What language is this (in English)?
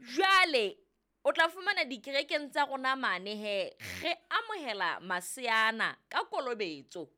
Southern Sotho